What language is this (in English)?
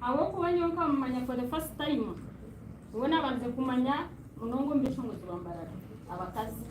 Nyankole